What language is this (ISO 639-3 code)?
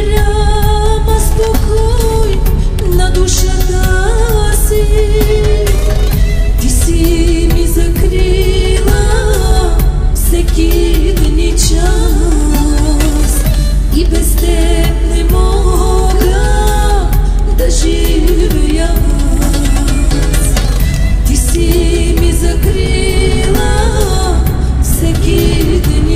bul